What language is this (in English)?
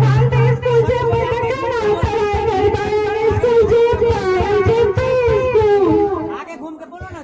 Maithili